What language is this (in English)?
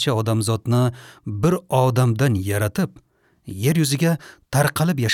Uzbek